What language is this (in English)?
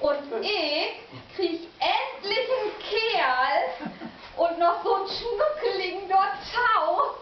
Low German